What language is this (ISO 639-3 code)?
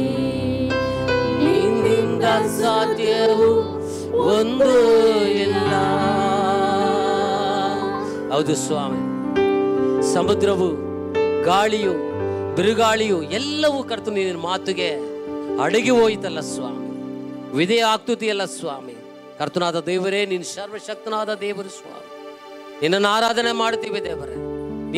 kan